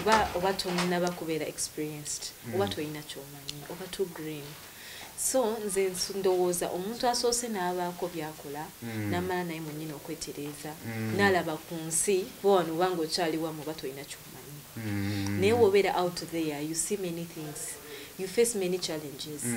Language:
Ganda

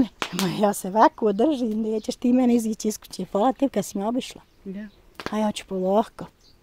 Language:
Bosnian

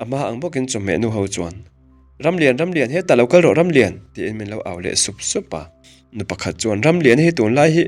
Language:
Mizo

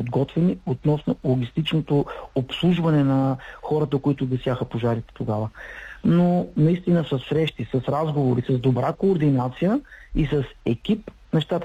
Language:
Bulgarian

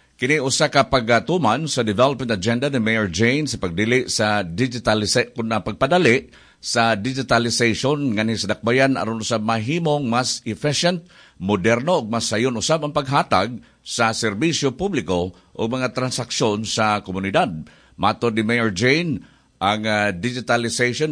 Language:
Cebuano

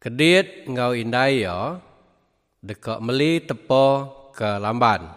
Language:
Iban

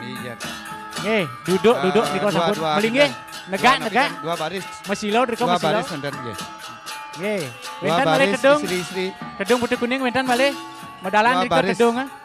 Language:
Balinese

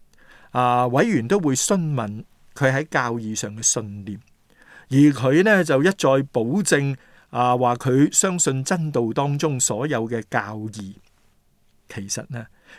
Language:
Cantonese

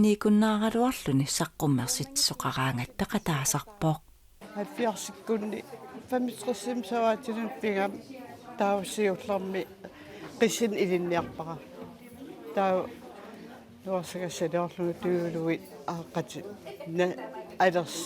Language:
Kalaallisut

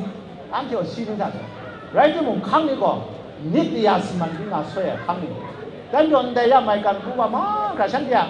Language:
Kachin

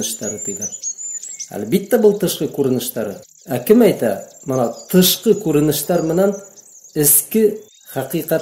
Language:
Bashkir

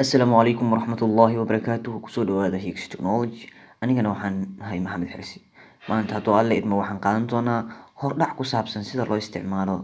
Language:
Somali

